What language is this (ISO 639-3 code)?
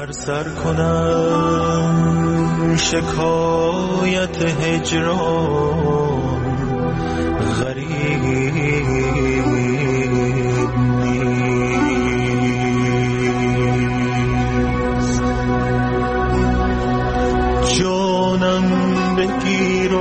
fas